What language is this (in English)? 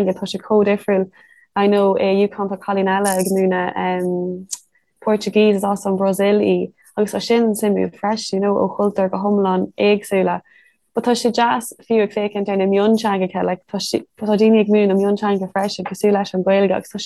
Irish